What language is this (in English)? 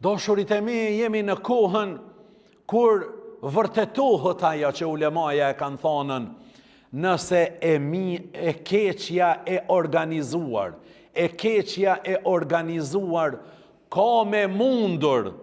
Albanian